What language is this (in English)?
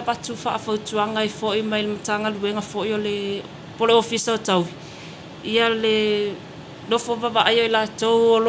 Samoan